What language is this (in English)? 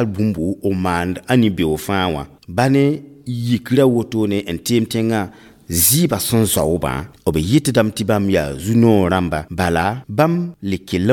Mossi